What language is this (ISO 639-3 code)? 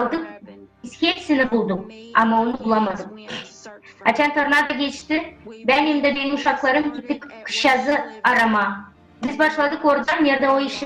gag